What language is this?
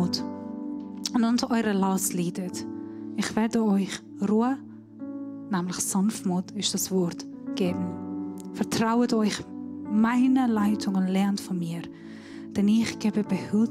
Swiss German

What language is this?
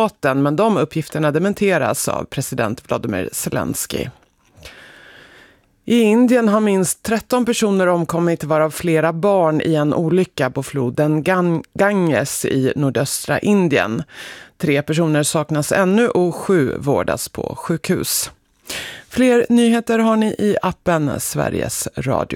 Swedish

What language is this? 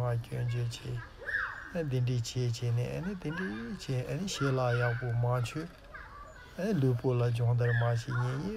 Tibetan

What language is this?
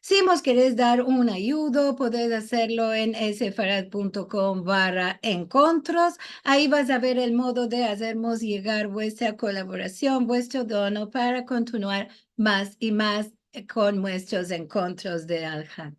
Ladino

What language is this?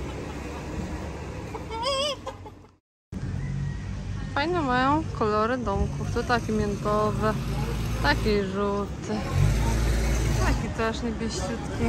Polish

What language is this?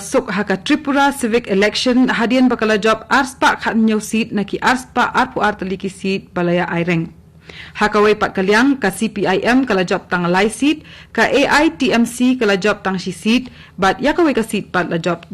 Khasi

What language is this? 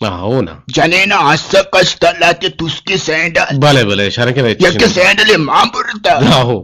Eastern Balochi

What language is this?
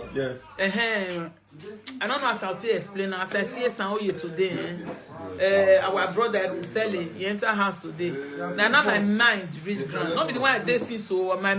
Nigerian Pidgin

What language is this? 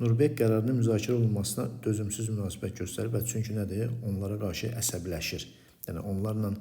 Azerbaijani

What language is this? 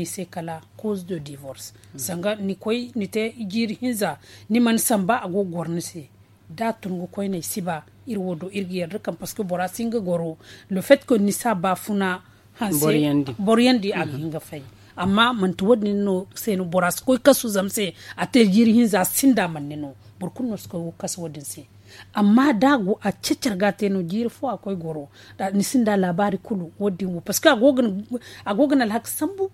Zarma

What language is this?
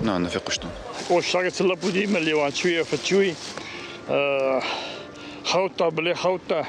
Ossetic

